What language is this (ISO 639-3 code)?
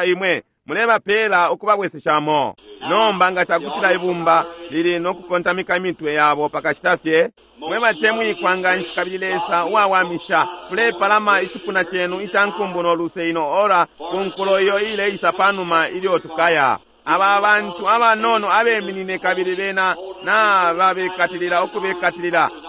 bem